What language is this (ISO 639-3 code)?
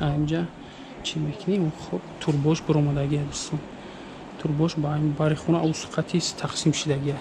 tgk